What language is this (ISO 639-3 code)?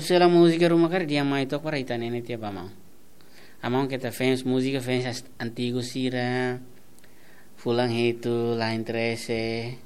tet